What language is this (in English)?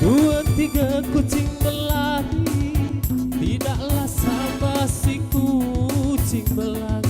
Musi